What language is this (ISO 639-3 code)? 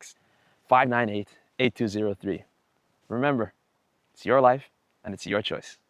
yid